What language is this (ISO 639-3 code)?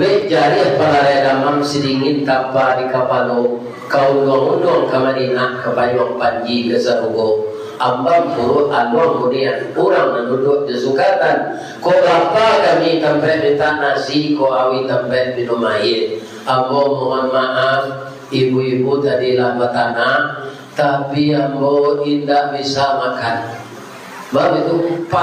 min